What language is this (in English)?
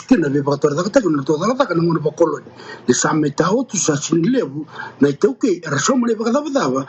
Fijian